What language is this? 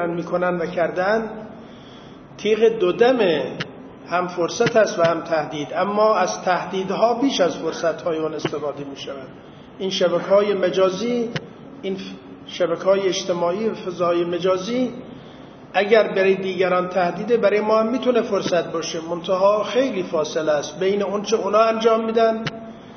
Persian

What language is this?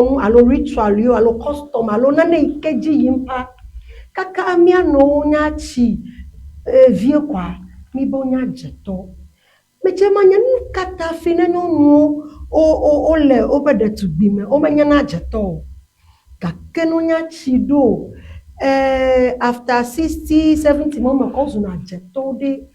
Ewe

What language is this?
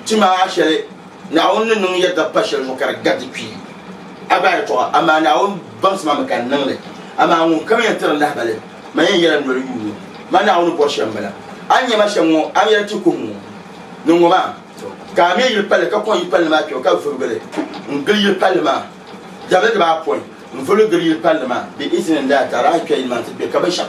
Dagbani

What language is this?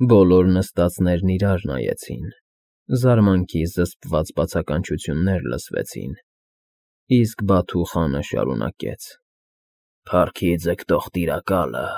Armenian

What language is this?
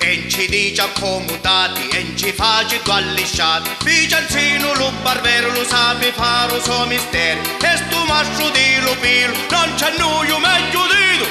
Sicilian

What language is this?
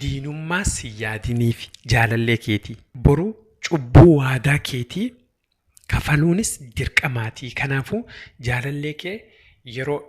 Oromo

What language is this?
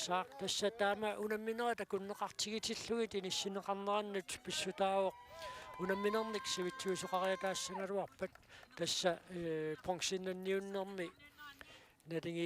Kalaallisut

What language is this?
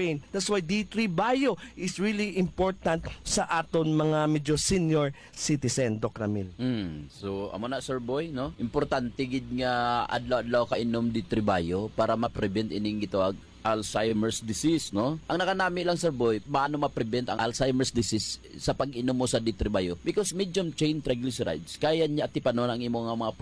Hiligaynon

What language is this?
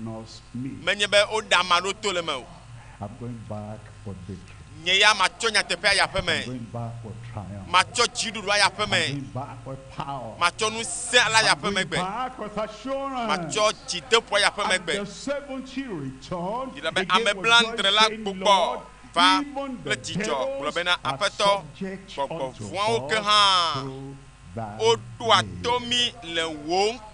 Ewe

